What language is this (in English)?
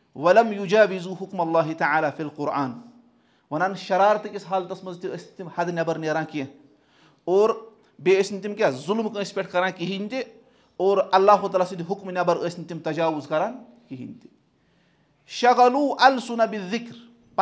Kashmiri